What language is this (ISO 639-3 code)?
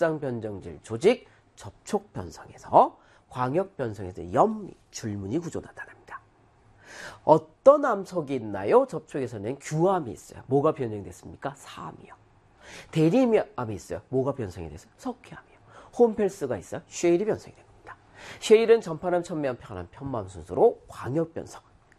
kor